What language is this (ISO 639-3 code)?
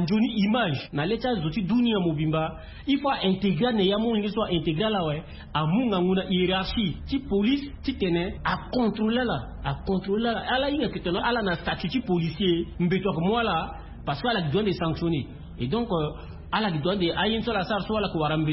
sag